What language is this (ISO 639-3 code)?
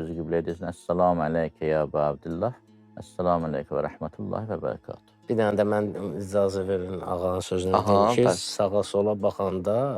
aze